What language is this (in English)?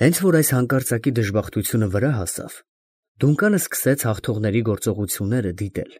Armenian